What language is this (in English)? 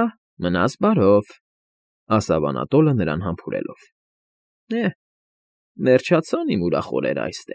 Armenian